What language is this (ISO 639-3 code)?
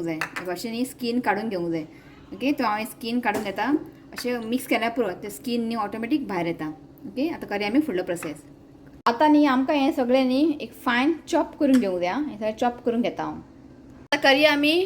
kok